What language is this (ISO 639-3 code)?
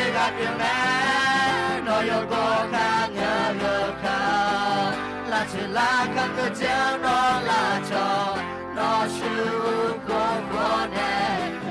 ahk